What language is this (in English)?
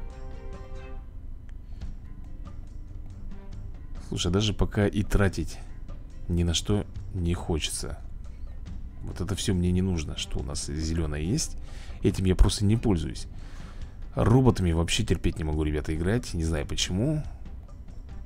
Russian